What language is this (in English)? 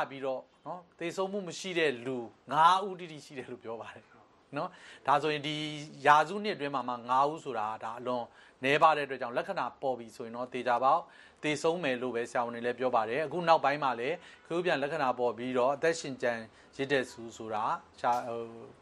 Burmese